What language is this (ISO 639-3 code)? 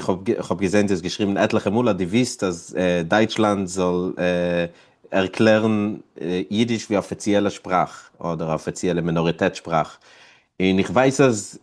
yid